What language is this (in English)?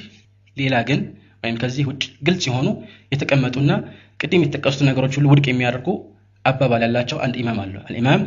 Amharic